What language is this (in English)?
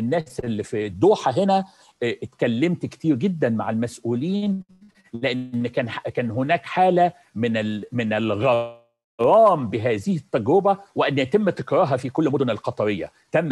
Egyptian Arabic